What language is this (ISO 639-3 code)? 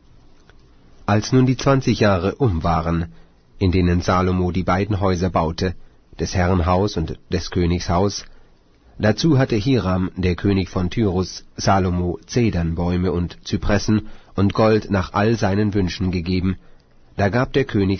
deu